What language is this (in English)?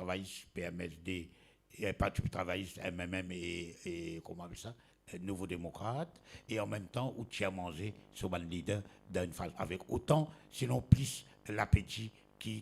Morisyen